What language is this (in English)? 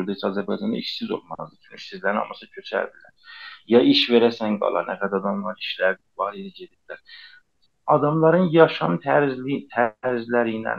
South Azerbaijani